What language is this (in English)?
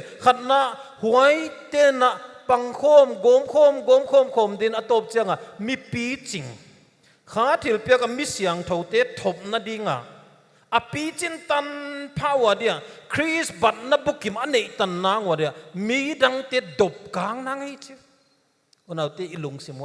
Paite Chin